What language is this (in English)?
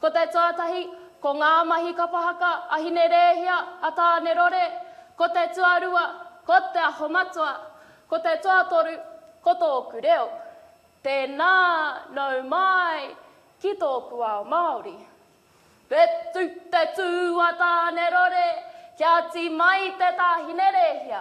Māori